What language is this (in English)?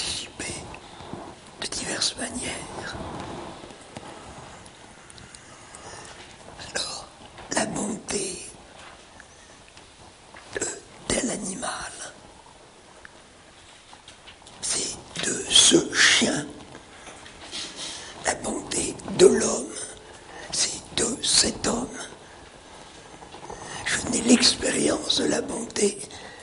French